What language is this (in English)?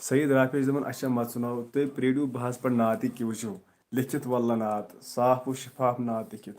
Kashmiri